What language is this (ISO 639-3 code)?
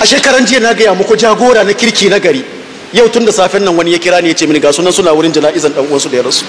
hau